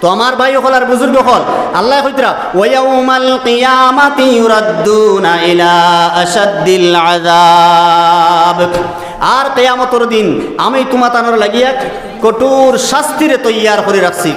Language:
Sylheti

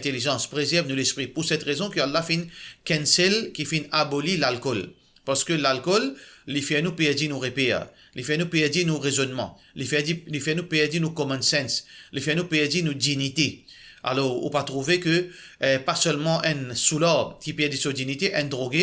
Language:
Morisyen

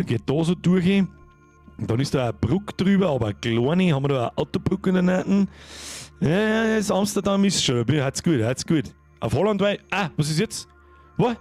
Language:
Bavarian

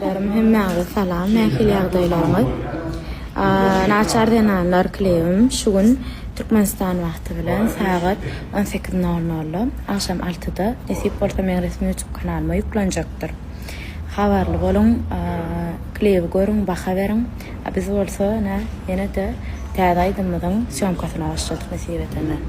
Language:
Turkmen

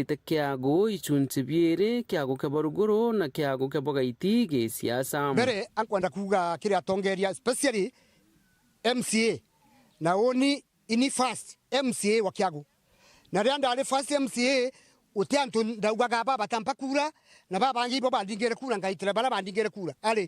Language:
Meru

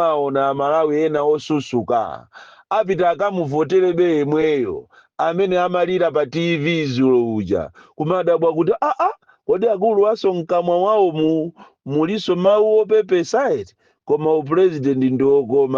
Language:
Nyanja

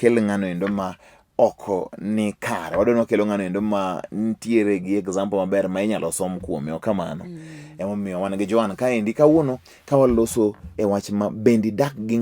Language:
Luo (Kenya and Tanzania)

